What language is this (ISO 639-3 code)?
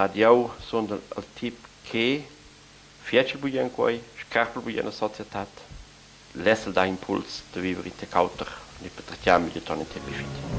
roh